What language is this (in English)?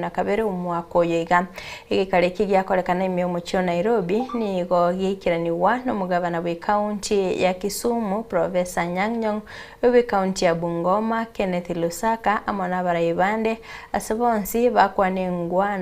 Gusii